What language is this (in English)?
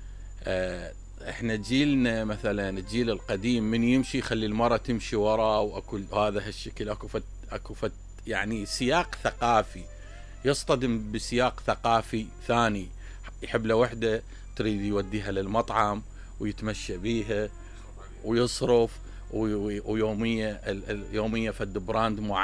Mesopotamian Arabic